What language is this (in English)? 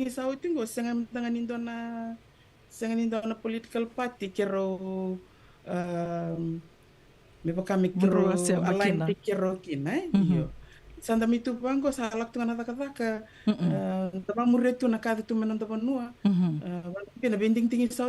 Fijian